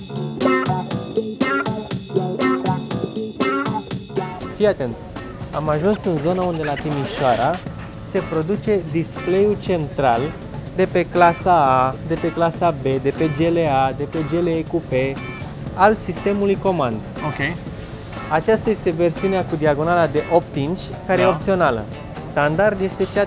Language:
Romanian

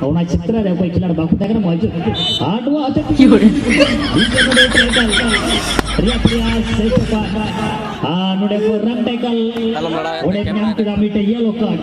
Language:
Santali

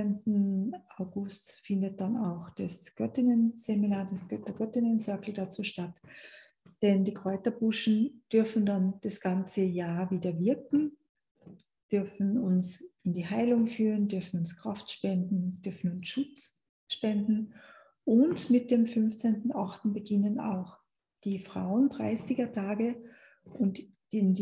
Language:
German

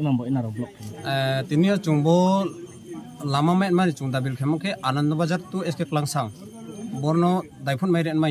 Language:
Riang (India)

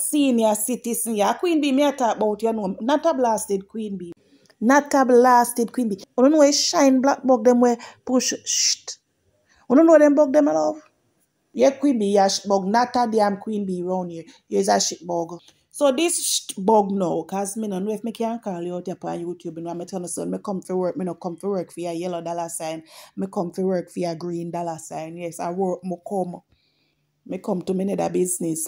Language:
Jamaican Creole English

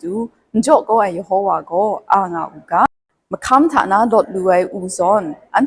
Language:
Kachin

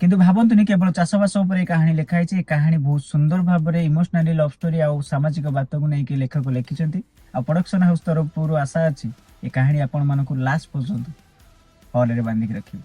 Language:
Odia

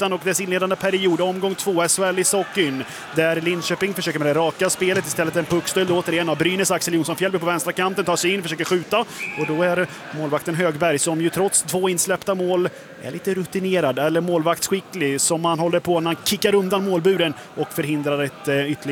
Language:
Swedish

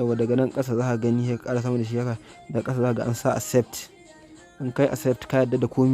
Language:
Hausa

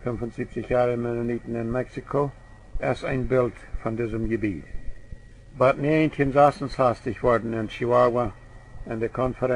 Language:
Plautdietsch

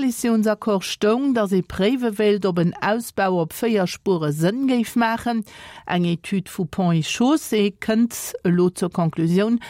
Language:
Luxembourgish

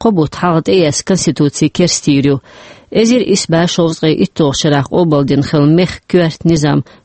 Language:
Chechen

